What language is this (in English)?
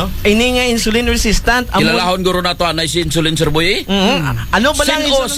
Aklanon